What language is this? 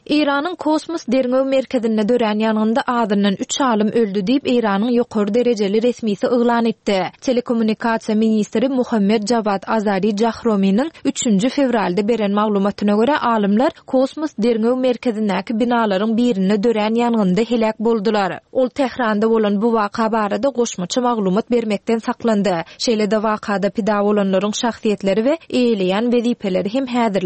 Turkmen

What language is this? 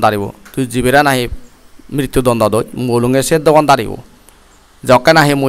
Chakma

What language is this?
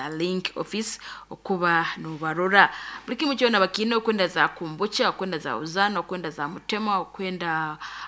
Nyoro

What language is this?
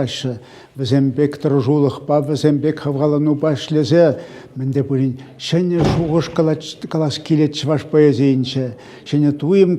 Chuvash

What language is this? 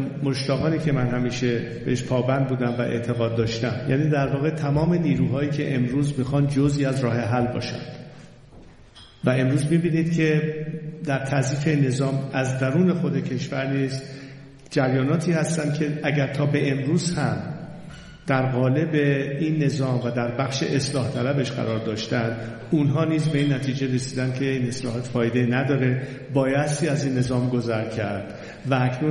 Persian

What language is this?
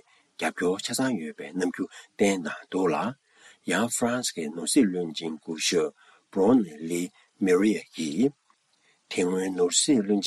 Tibetan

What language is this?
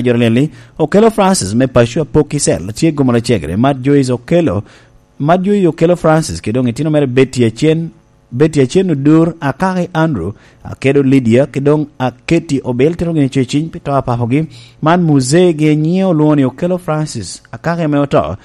Lango (Uganda)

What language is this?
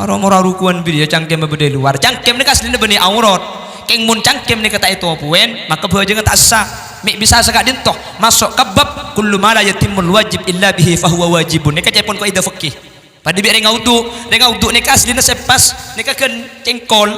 Madurese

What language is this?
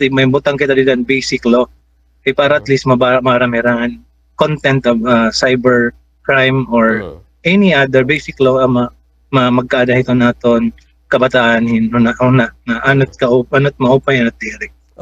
Waray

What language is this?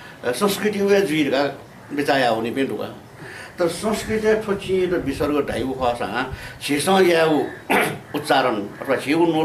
Newari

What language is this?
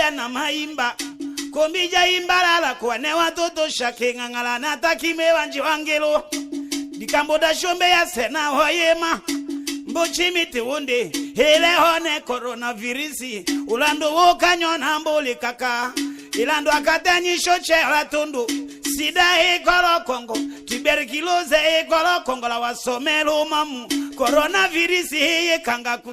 Tetela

